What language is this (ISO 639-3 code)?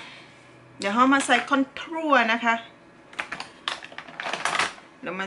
tha